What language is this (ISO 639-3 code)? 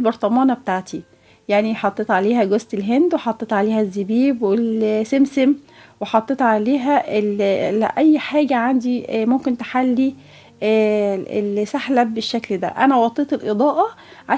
arz